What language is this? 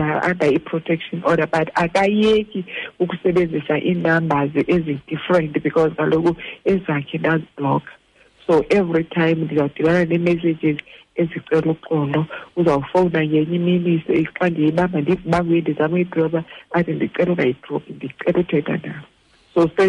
Xhosa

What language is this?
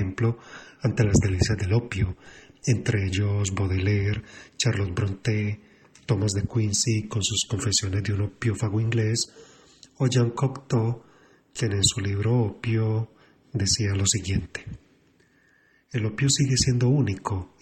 Spanish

